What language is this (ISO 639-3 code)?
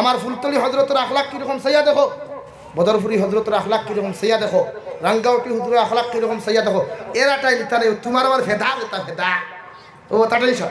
syl